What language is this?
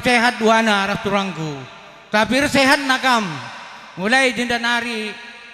Batak Karo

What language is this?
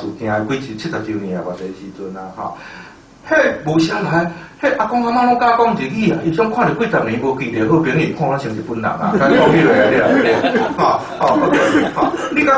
Min Nan Chinese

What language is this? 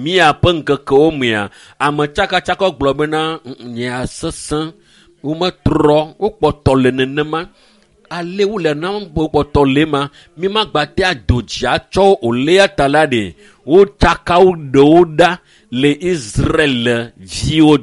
Ewe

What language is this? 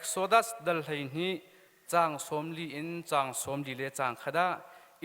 Hakha Chin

